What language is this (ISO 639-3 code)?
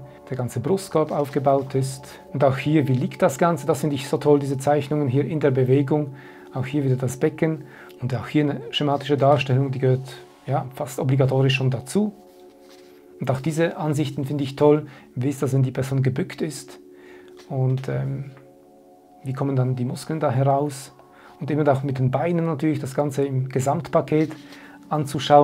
deu